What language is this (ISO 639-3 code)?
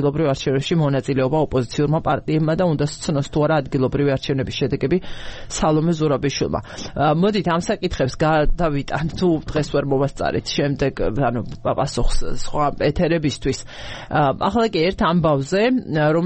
kat